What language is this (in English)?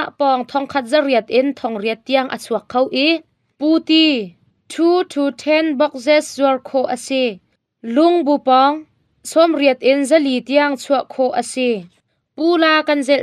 Hakha Chin